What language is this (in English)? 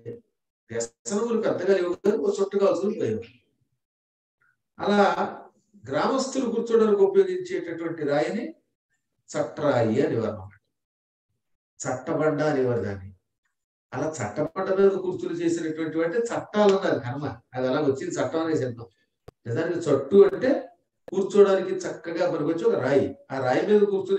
Telugu